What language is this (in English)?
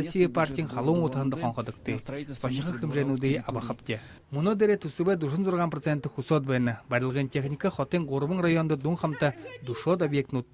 Buriat